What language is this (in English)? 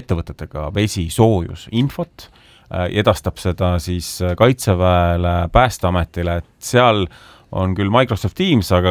Estonian